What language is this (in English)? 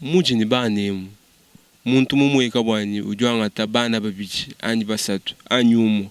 Luba-Lulua